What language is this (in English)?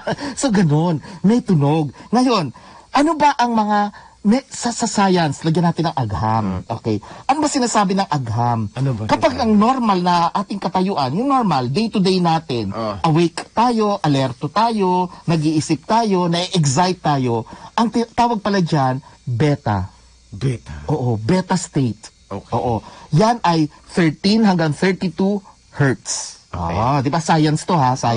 Filipino